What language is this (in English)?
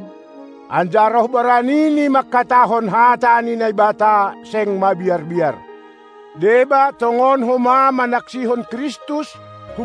Batak Simalungun